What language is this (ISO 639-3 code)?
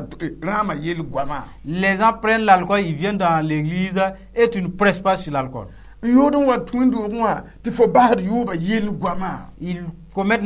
mos